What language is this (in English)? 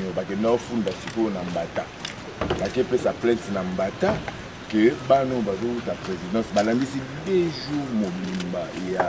Lingala